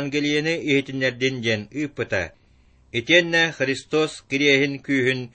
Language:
Yakut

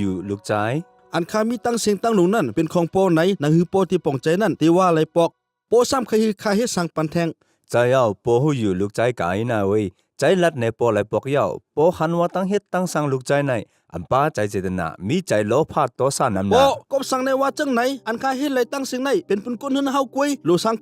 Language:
Shan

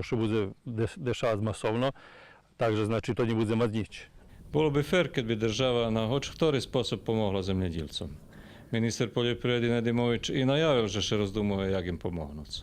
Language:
Rusyn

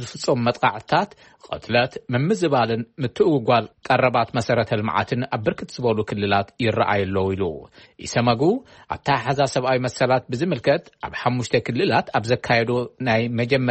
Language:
Tigrinya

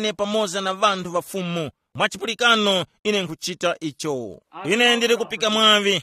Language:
Tumbuka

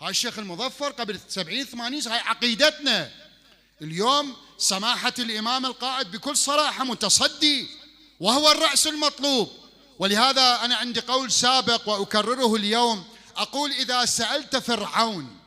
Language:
Mesopotamian Arabic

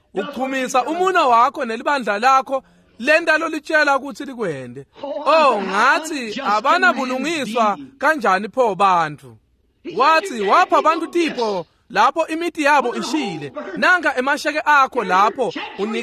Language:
Swati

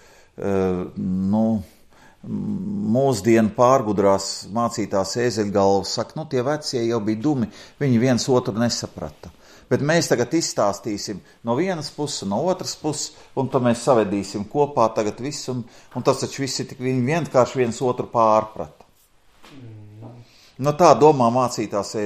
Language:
Latvian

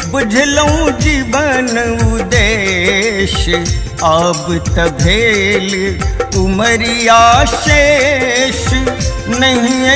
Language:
Maithili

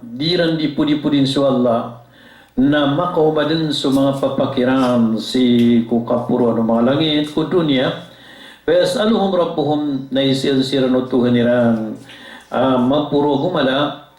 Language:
Maranao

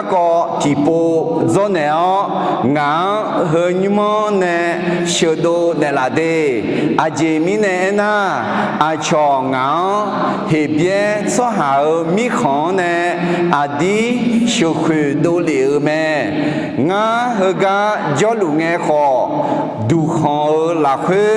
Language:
Akha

